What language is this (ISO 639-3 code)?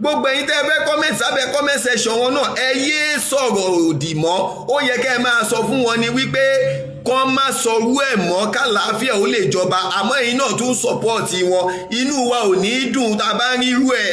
yor